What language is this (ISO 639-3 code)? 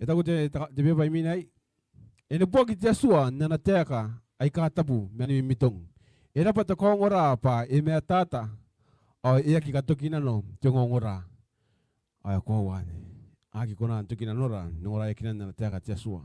gil